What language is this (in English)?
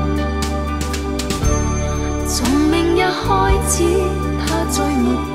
Chinese